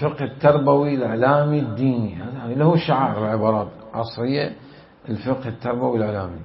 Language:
Mesopotamian Arabic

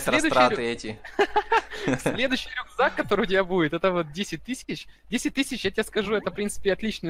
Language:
Russian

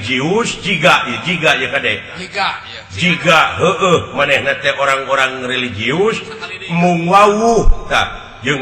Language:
Sundanese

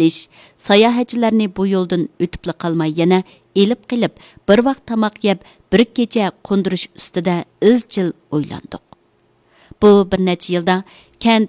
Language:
Uyghur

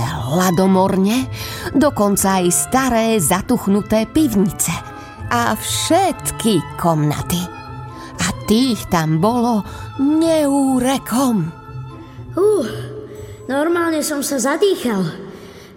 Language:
Slovak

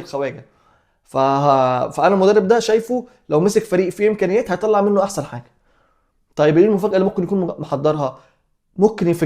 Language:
Egyptian Arabic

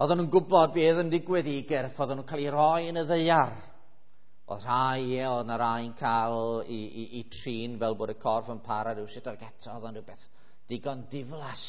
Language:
Welsh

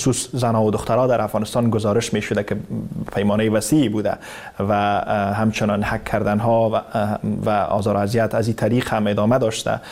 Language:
Persian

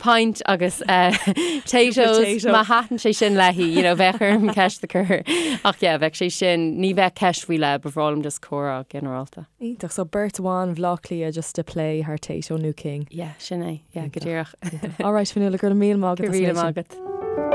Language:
Irish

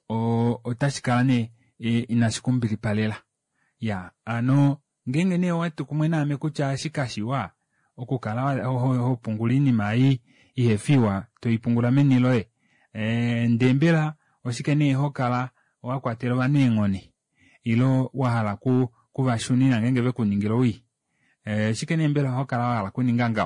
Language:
Kuanyama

